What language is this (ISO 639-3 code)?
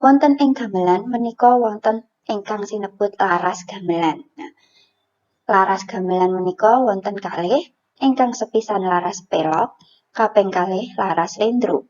jav